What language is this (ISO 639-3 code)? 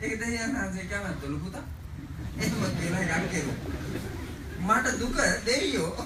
sin